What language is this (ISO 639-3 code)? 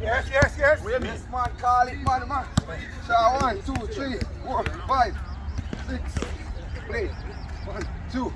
jam